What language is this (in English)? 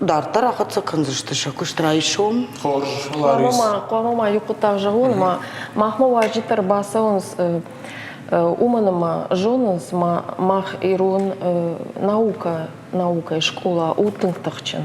Ossetic